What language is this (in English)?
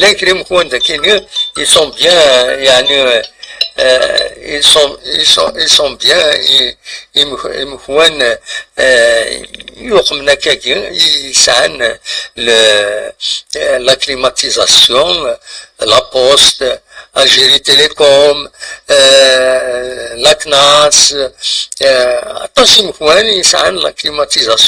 Kabyle